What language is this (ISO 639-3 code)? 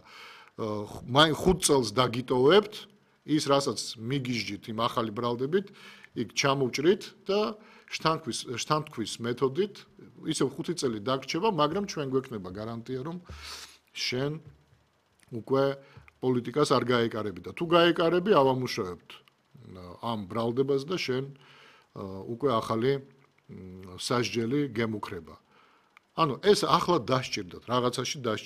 kat